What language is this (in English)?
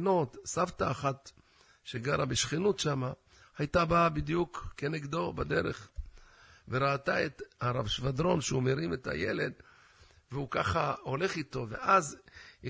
Hebrew